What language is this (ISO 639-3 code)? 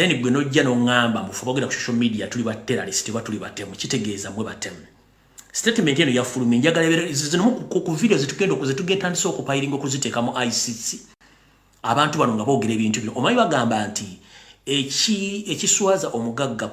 lug